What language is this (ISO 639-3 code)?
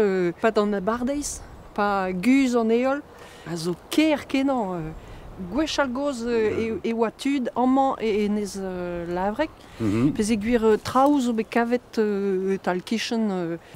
bre